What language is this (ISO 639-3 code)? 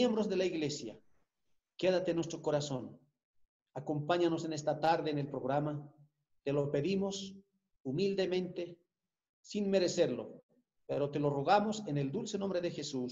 spa